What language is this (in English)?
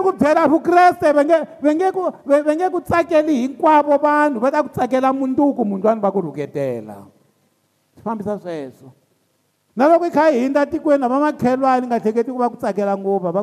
Tsonga